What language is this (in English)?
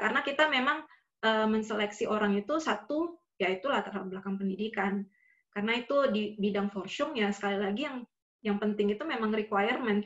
Indonesian